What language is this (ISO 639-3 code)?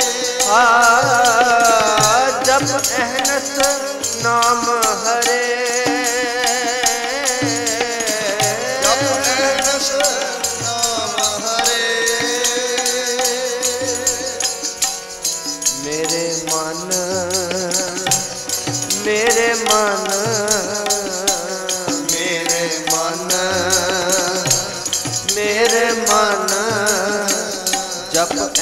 pan